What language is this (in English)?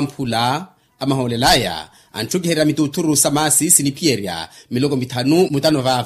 Makhuwa